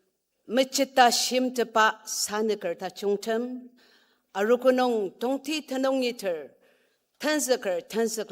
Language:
Ao Naga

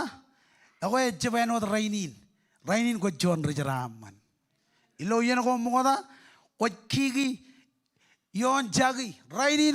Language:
Marshallese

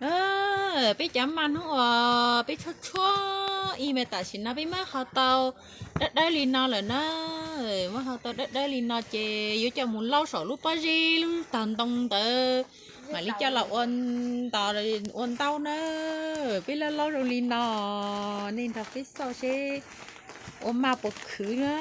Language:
Hmong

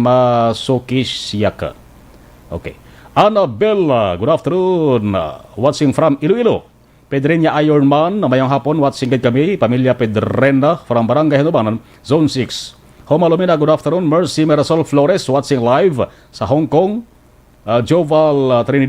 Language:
Hiligaynon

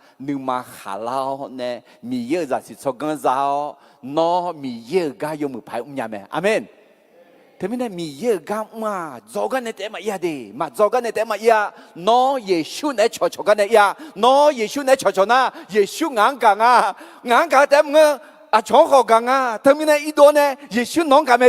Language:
Akha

